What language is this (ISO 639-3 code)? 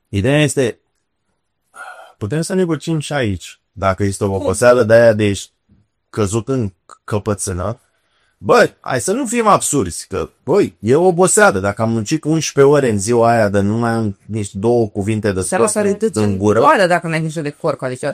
ron